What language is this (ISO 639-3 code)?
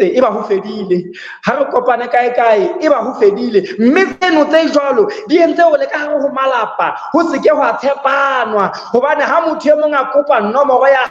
sot